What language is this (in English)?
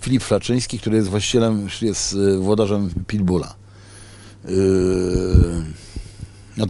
Polish